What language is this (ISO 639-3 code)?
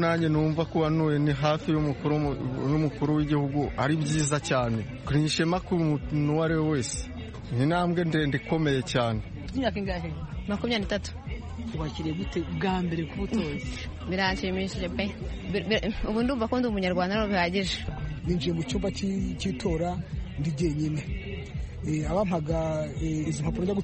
kin